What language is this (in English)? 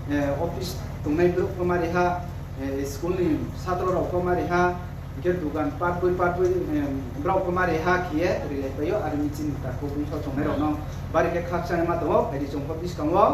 Riang (India)